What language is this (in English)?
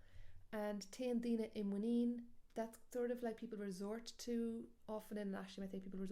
Irish